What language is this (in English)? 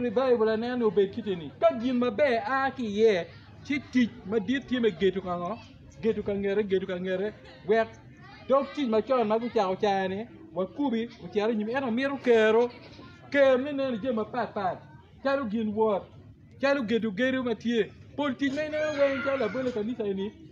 Acoli